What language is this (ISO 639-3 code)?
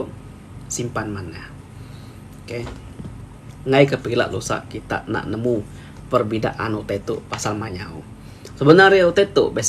iba